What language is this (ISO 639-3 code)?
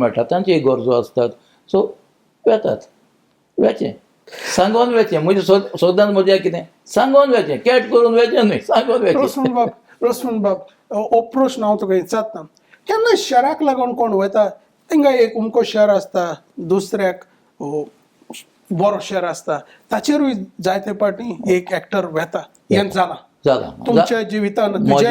kok